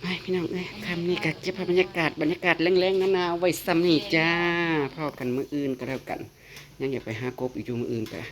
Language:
Northeastern Thai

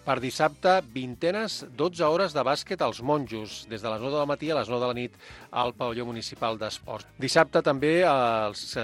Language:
Catalan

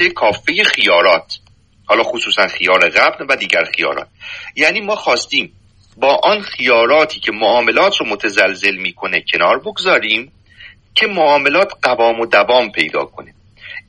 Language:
Persian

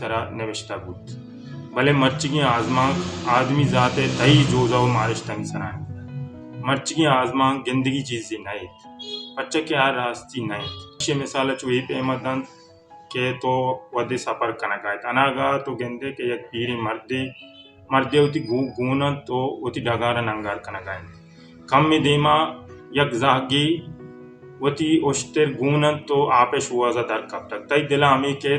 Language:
Baluchi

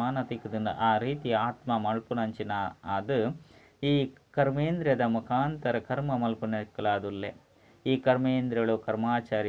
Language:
Tulu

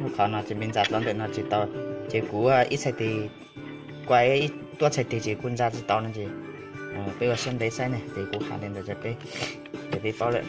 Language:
Hmong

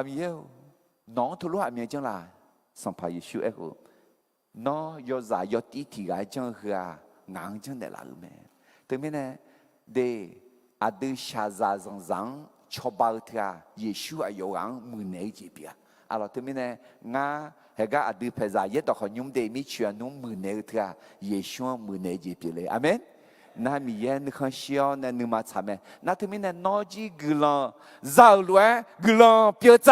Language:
Akha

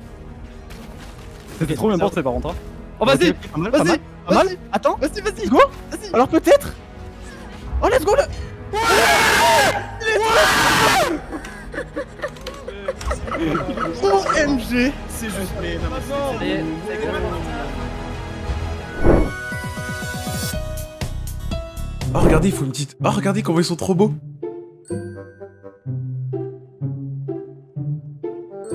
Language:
French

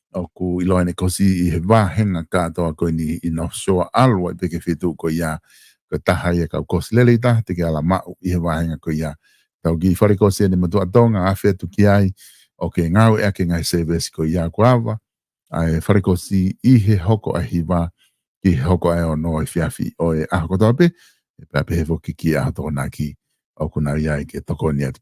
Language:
Tongan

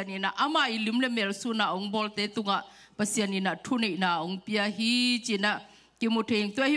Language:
Tedim Chin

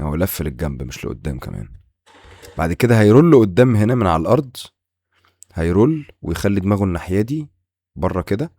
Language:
Egyptian Arabic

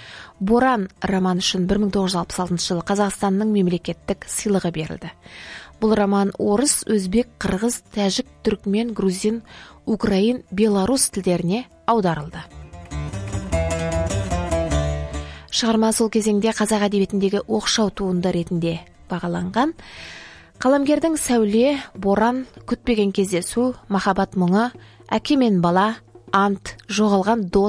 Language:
Kazakh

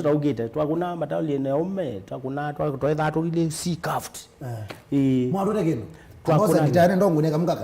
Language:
Kamba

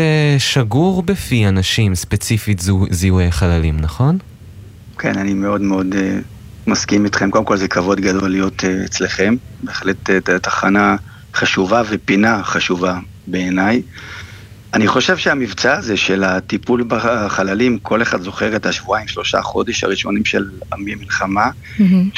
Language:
Hebrew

